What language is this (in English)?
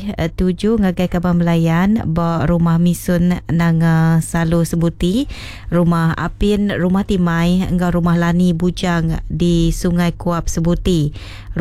Iban